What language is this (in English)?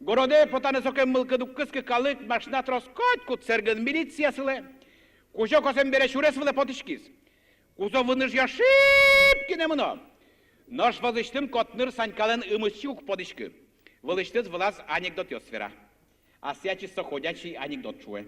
Udmurt